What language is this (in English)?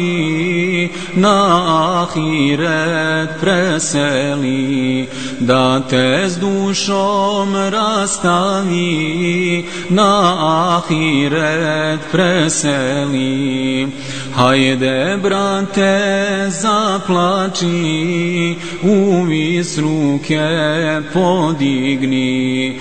Bosnian